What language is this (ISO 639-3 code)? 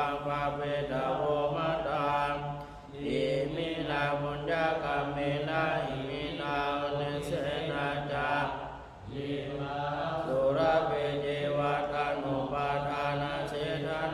pli